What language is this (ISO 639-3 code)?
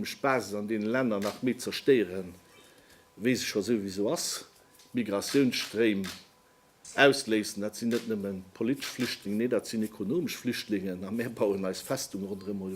ltz